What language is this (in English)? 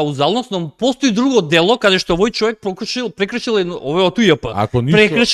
Macedonian